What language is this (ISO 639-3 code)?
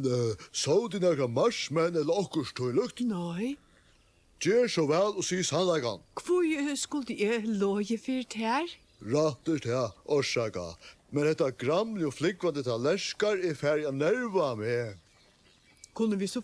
fao